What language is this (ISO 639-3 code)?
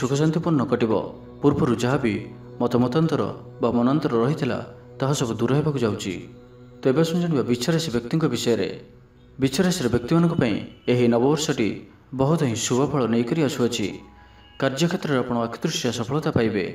ori